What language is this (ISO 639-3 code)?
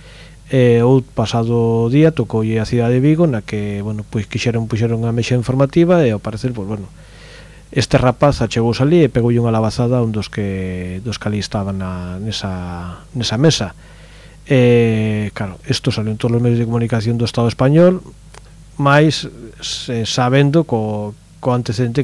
glg